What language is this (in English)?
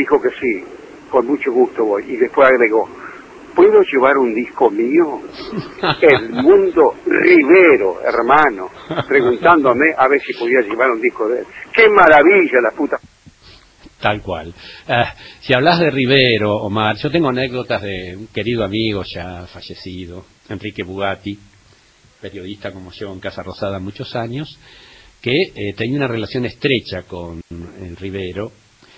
Spanish